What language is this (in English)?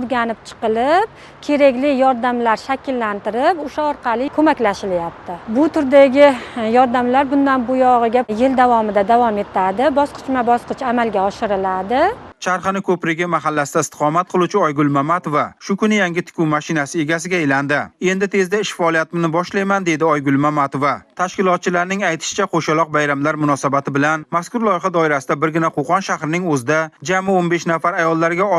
Uzbek